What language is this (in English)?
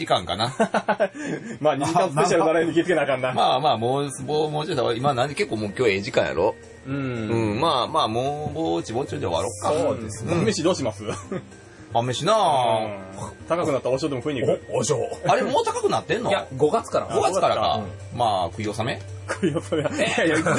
Japanese